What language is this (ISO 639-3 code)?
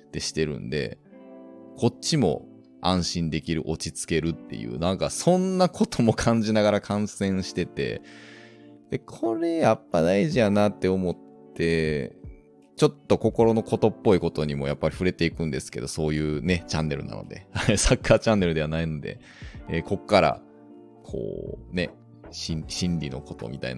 jpn